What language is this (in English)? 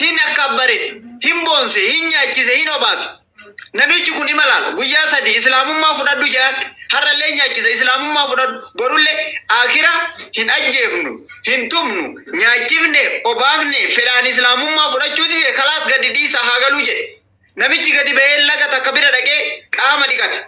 Oromo